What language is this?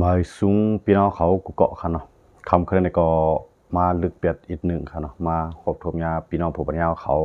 Lao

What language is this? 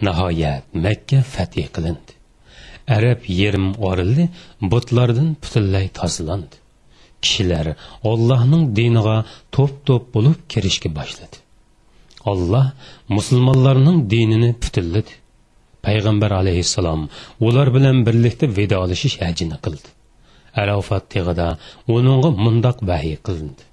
Uyghur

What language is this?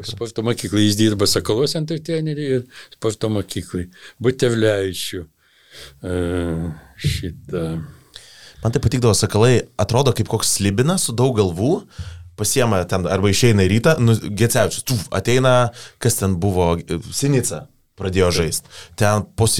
Lithuanian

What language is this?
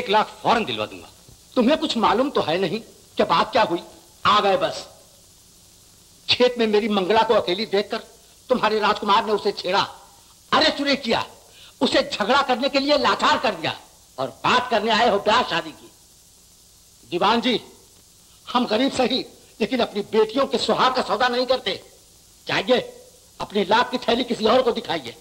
Hindi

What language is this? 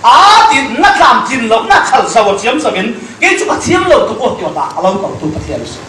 Falam Chin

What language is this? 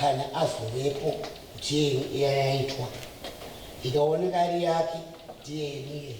Shona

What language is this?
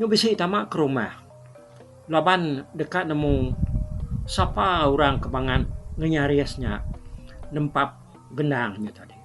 Iban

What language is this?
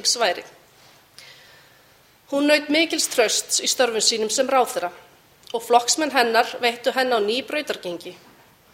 Icelandic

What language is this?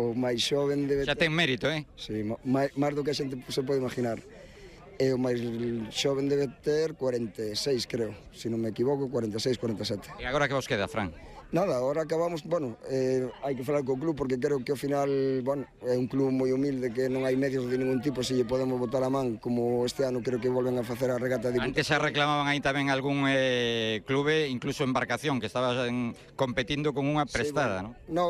Galician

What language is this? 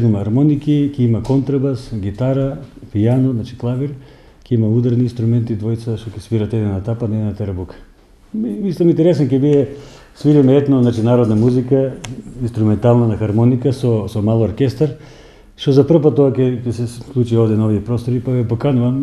Macedonian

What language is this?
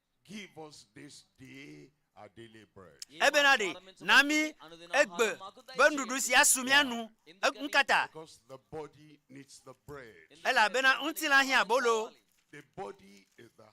Ewe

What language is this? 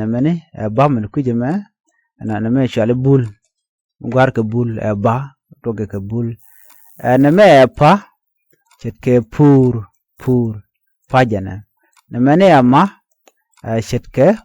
Nuer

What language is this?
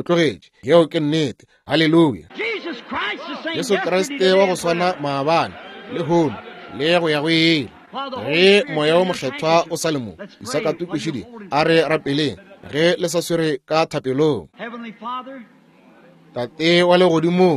Northern Sotho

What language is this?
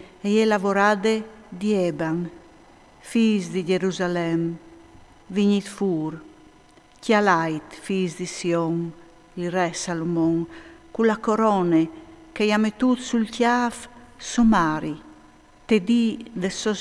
Friulian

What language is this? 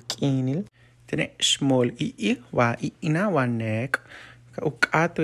Yucateco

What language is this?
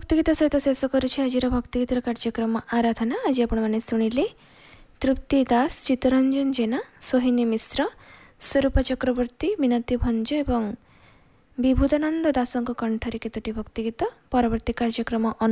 Odia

